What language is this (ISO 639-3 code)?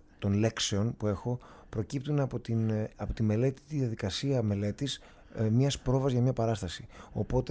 ell